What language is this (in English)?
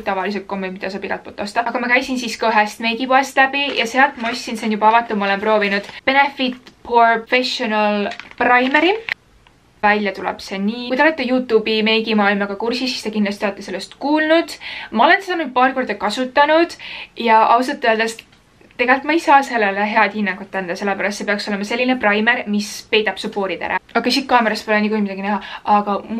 Estonian